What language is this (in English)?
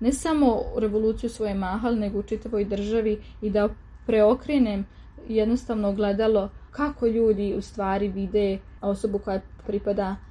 Serbian